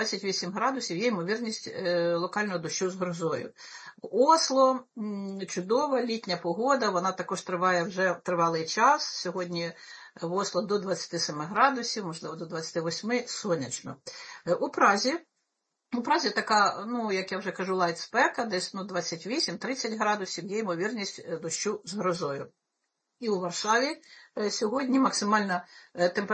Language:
Ukrainian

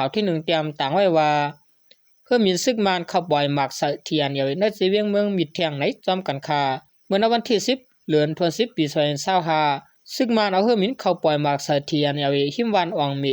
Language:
Shan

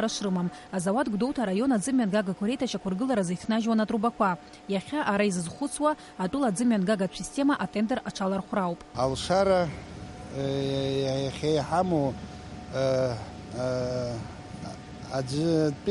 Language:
Abkhazian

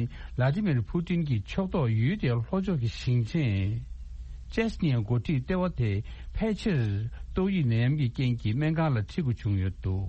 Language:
Tibetan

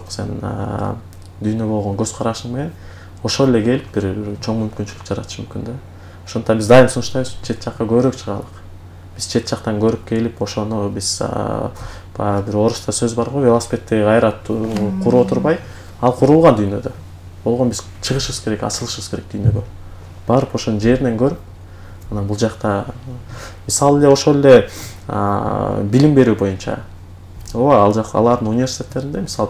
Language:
Kyrgyz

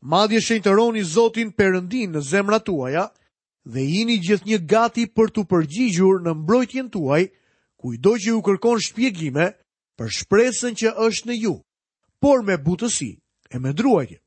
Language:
Albanian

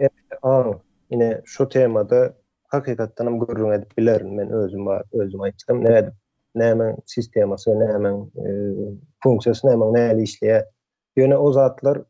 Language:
Turkmen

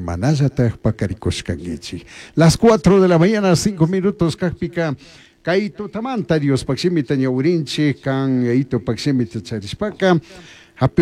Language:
Chimborazo Highland Quichua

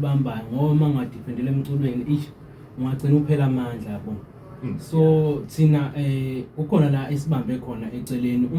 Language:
Zulu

